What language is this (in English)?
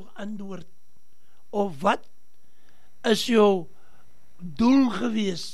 Afrikaans